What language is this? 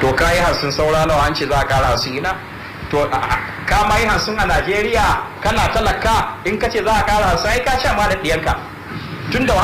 Hausa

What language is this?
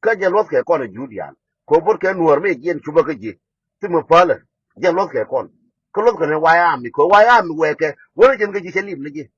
Nuer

